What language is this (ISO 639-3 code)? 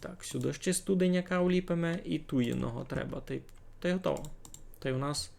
rue